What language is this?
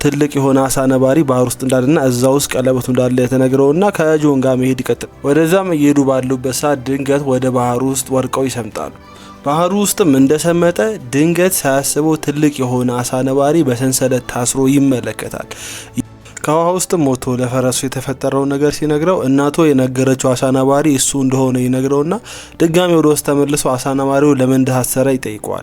Amharic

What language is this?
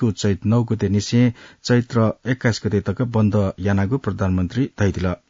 Newari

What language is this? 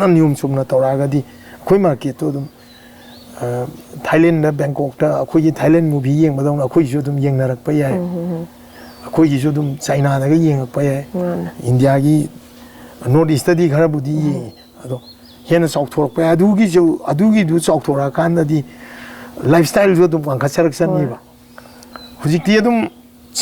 Manipuri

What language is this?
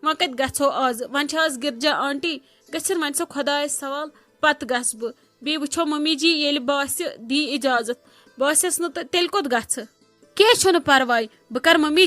Kashmiri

